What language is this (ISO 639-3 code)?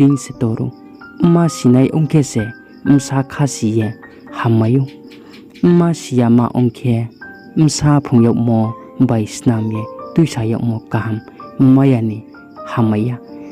ria